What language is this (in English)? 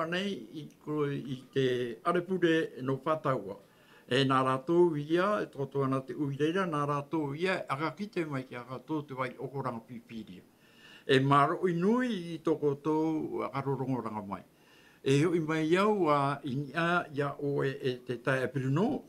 Tahitian